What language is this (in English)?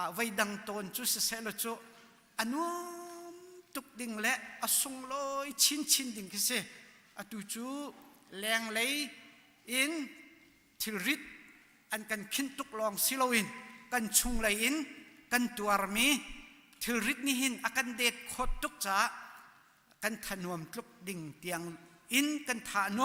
Hakha Chin